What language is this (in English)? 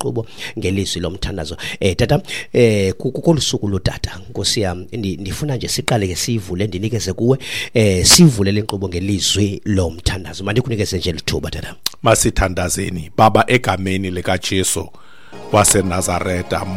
Xhosa